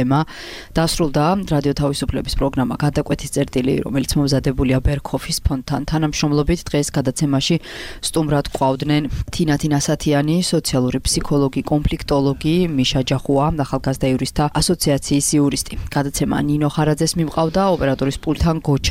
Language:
Georgian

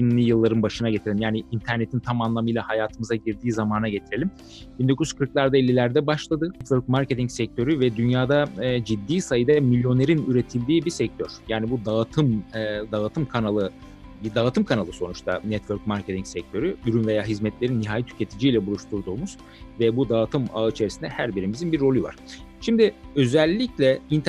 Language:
Turkish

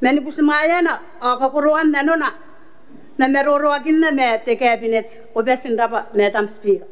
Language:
Gilbertese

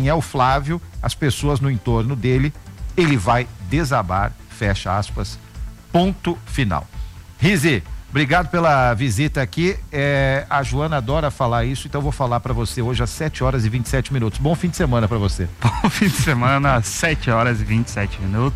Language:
Portuguese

